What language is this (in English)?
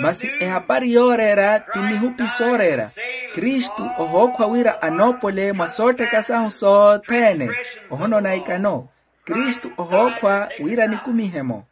Makhuwa